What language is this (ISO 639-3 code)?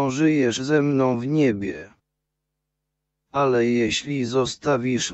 pol